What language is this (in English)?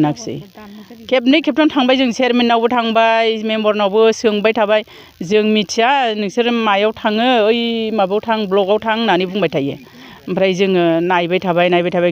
Bodo